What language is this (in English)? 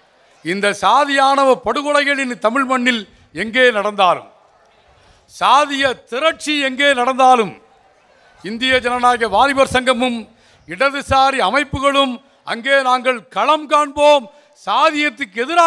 Tamil